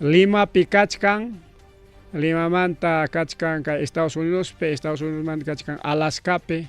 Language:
Ayacucho Quechua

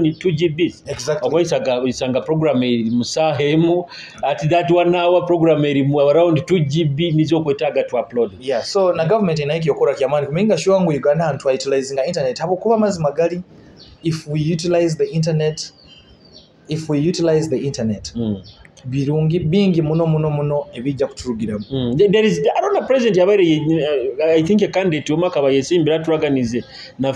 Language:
Nyoro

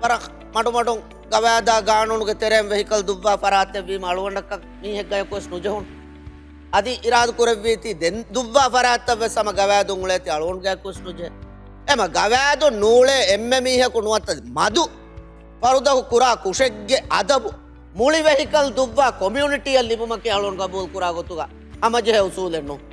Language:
Divehi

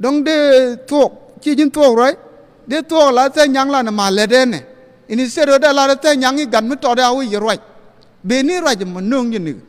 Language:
Nuer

